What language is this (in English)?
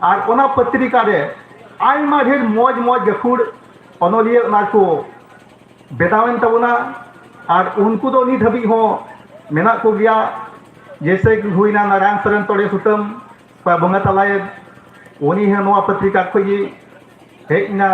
Santali